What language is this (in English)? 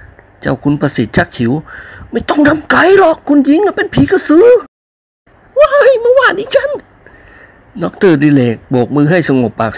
Thai